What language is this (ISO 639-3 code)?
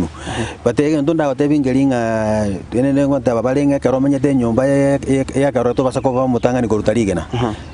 guz